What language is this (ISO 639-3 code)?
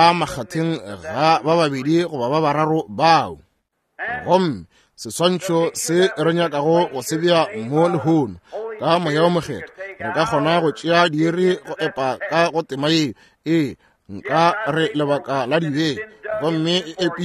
nso